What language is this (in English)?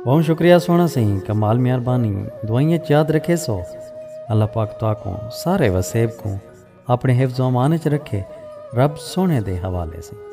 Saraiki